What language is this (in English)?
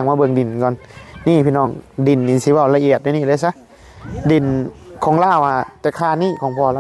Northeastern Thai